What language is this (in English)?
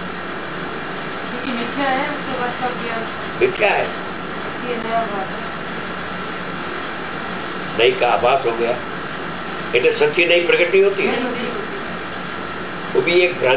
Gujarati